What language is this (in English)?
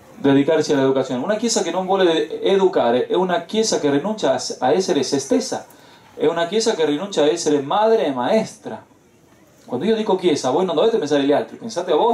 Italian